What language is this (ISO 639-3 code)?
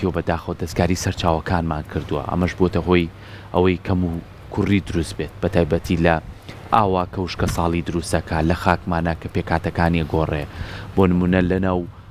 ckb